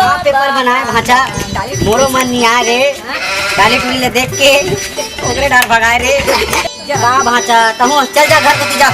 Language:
Chhattisgarhi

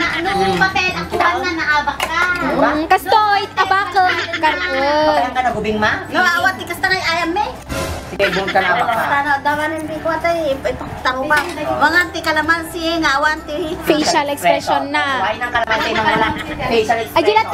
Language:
Iloko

